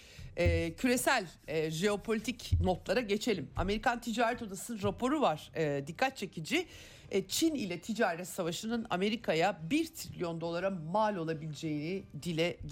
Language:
Turkish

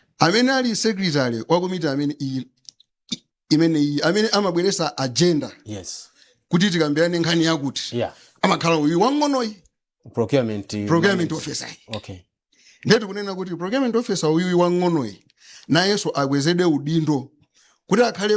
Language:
Nyanja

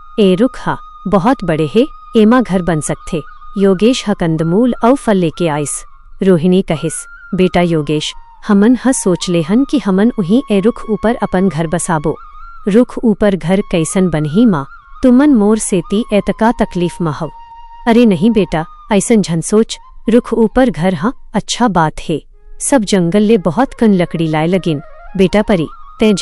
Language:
Chhattisgarhi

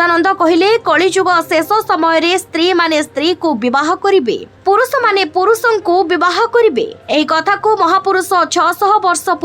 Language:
Odia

